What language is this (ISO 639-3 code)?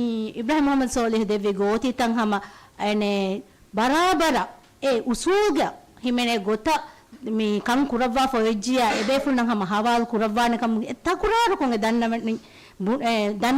div